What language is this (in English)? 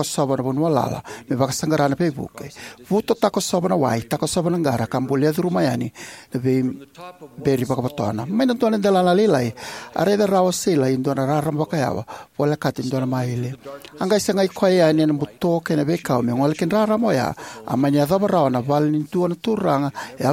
Fijian